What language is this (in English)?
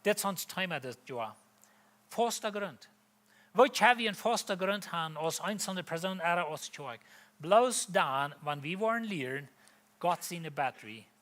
Plautdietsch